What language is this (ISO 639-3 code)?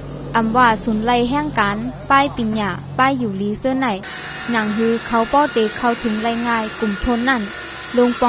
shn